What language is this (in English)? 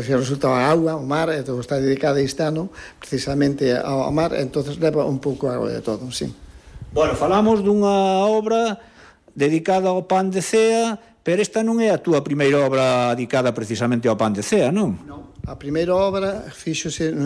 Galician